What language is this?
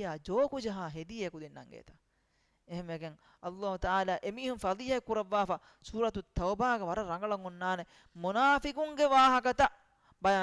Divehi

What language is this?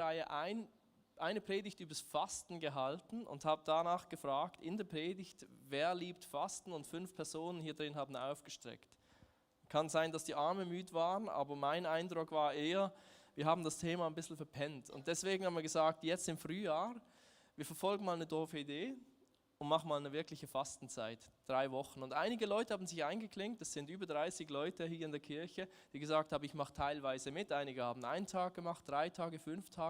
Swiss German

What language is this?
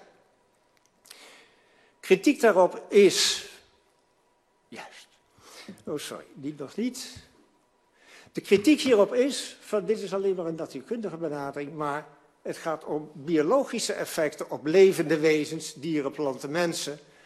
Dutch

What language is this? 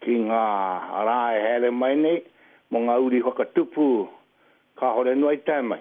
Māori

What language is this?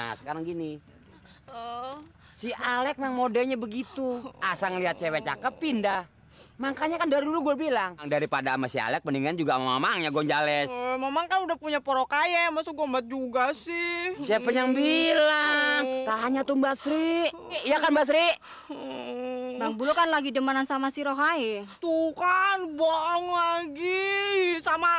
Betawi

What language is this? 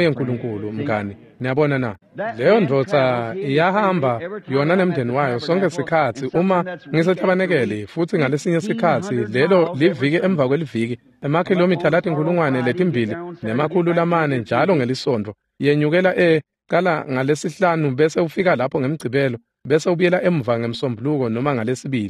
Swati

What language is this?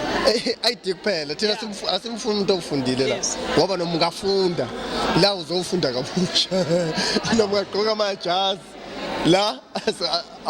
Zulu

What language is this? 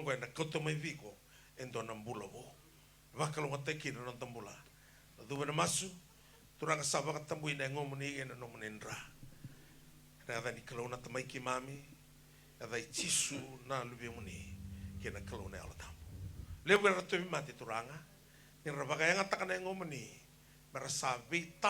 Fijian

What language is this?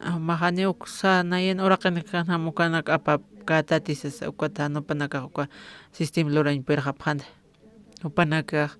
Aymara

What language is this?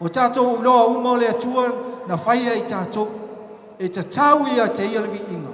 Samoan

